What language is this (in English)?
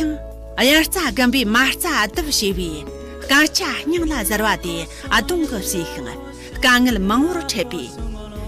Tibetan